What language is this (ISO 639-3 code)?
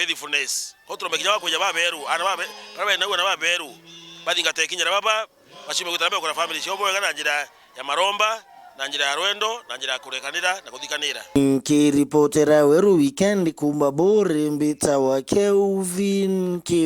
mer